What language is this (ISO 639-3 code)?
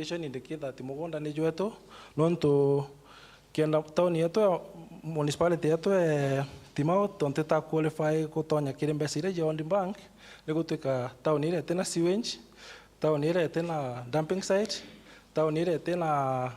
mer